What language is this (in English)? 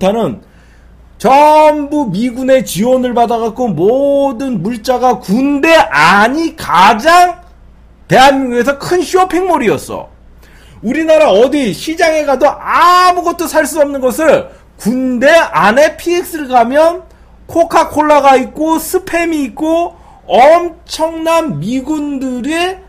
Korean